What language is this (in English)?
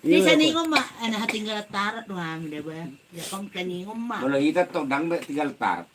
Batak Toba